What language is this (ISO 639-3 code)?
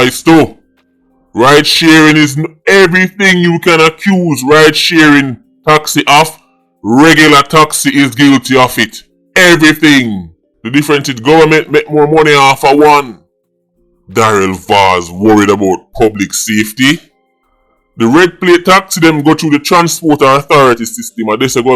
jam